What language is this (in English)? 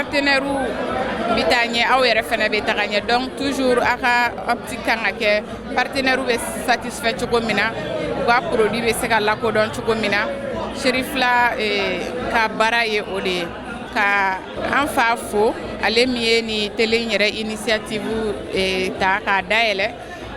Bambara